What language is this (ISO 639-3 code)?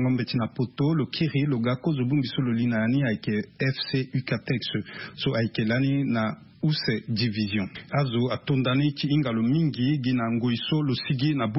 sag